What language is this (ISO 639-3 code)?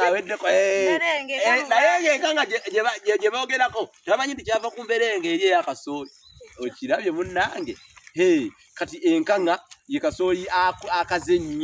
lug